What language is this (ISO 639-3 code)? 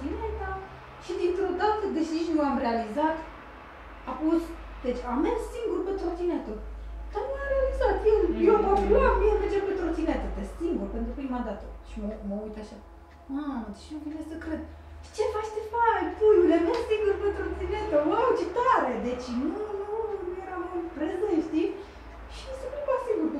ron